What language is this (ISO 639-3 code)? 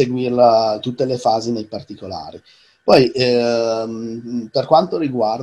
ita